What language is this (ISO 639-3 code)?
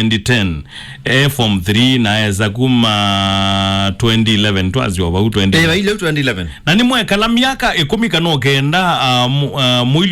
kam